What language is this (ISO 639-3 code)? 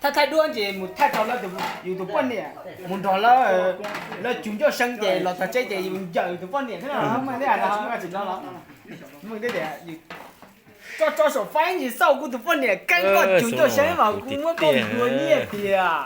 hmn